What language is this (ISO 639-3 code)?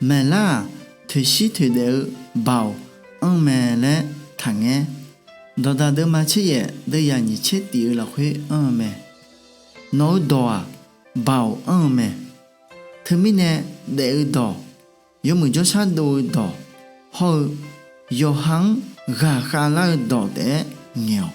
ahk